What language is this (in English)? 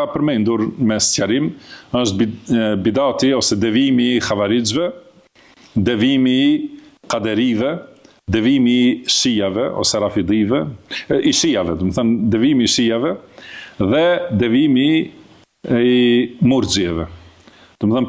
Albanian